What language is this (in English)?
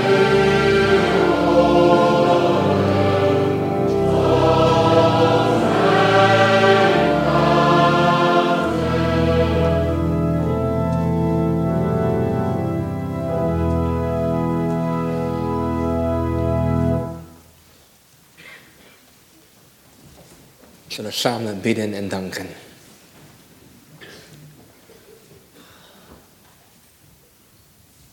Dutch